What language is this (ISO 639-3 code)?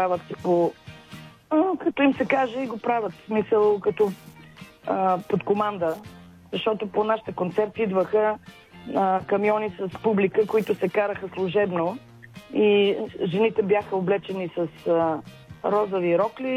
bul